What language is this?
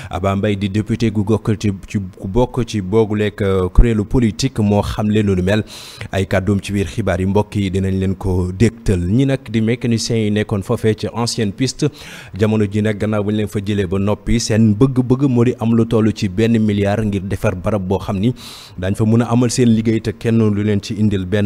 Wolof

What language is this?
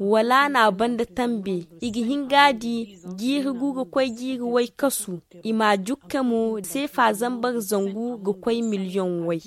Zarma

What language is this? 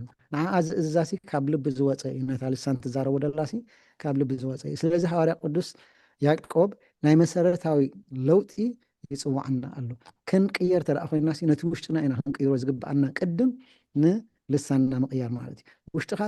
Tigrinya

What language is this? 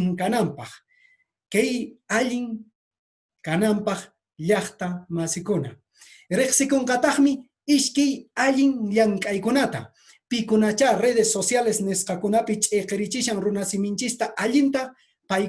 Quechua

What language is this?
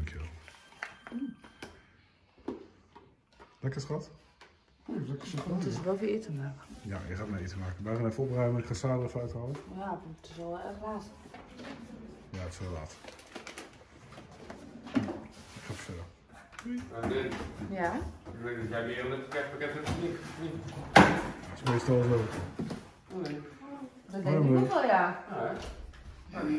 Dutch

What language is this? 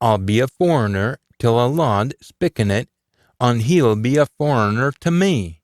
Scots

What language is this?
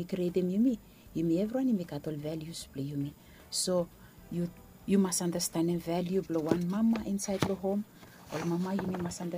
Bislama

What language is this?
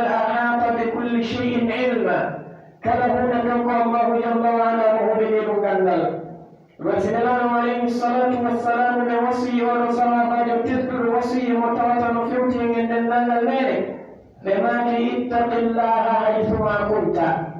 Pular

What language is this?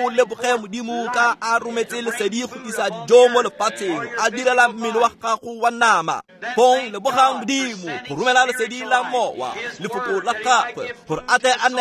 Tswana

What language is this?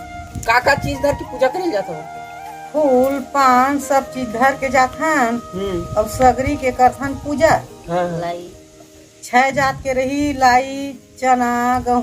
Chhattisgarhi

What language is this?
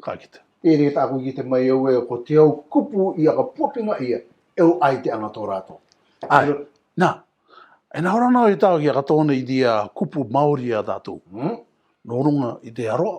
Rarotongan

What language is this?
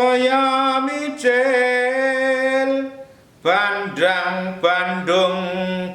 Javanese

